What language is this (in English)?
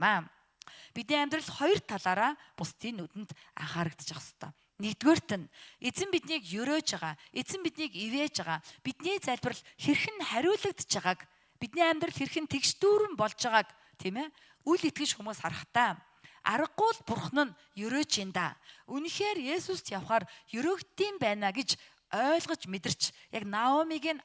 Mongolian